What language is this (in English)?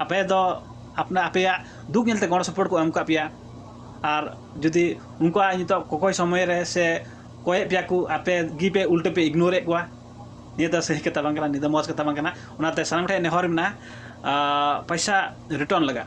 Santali